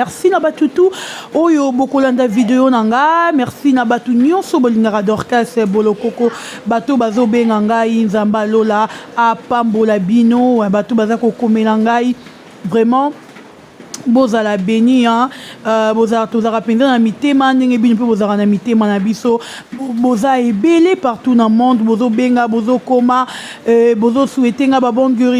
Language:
Lingala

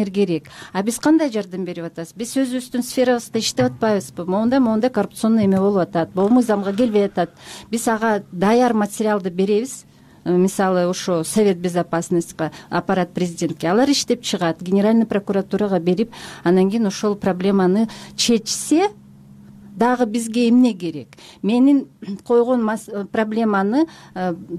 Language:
Kyrgyz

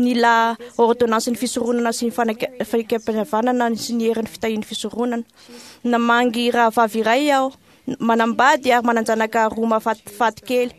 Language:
Malagasy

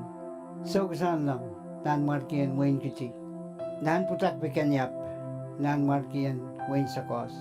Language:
Pohnpeian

